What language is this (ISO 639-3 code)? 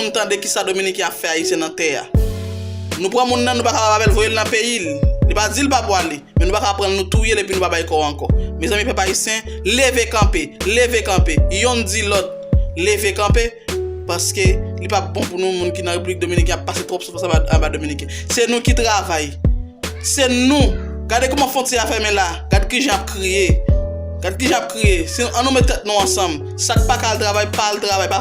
hat